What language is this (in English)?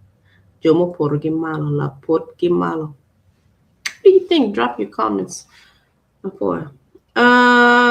Acoli